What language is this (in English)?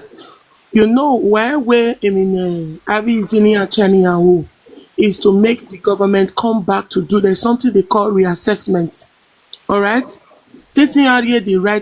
Nigerian Pidgin